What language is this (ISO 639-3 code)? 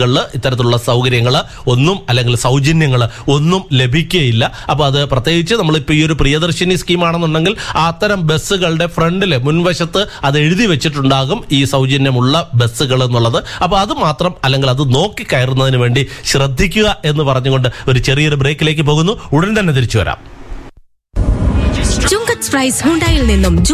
mal